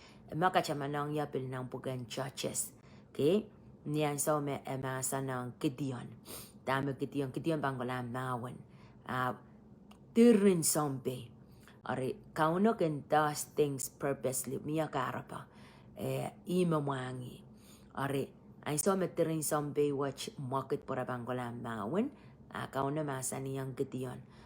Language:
Pohnpeian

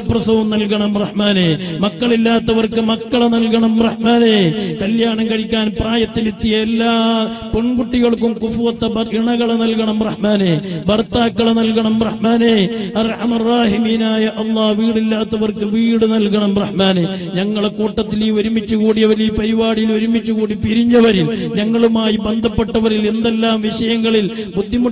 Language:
Malayalam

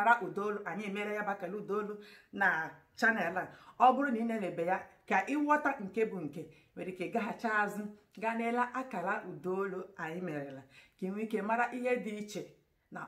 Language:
Igbo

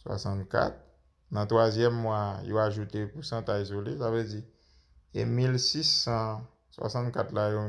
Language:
Haitian Creole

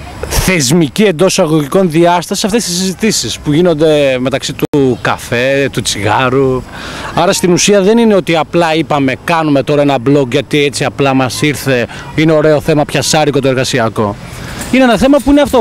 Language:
Greek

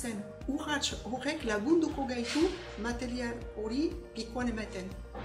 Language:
Basque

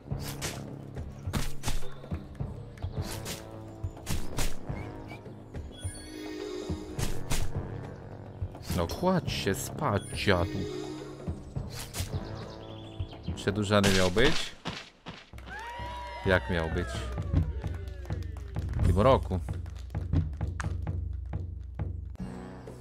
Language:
Polish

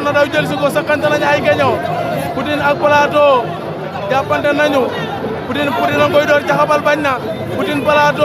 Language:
Wolof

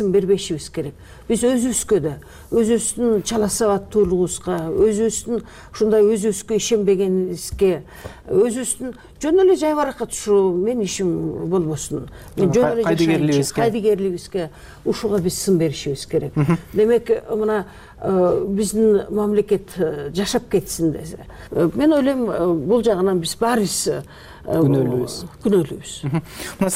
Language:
Kyrgyz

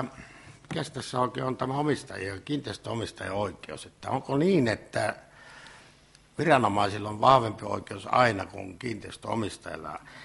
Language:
Finnish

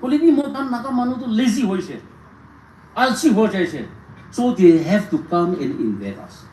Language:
Naga Pidgin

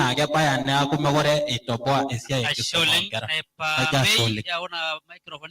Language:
Masai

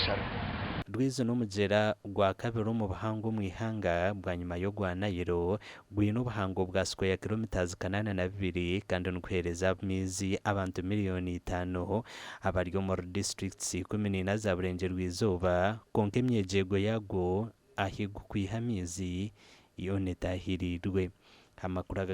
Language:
Nyankole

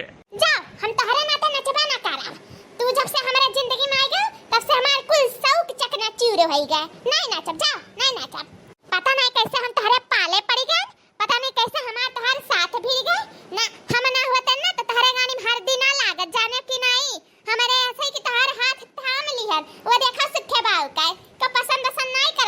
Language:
Awadhi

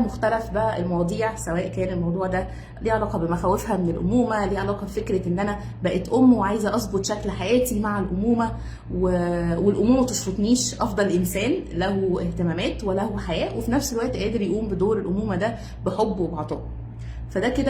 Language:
Egyptian Arabic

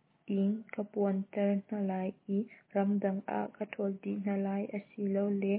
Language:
Hakha Chin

